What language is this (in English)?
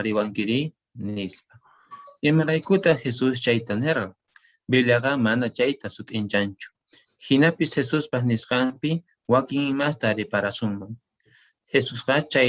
Quechua